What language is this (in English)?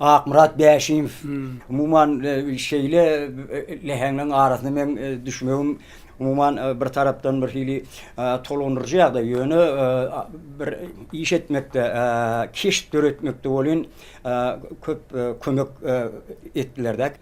Turkmen